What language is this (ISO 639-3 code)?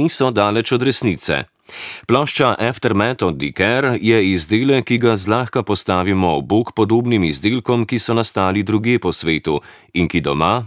slv